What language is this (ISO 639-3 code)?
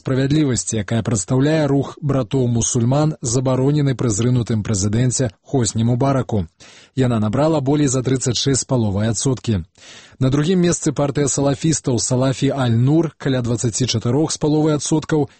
bel